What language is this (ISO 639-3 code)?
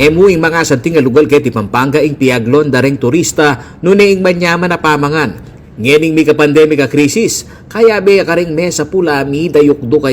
pam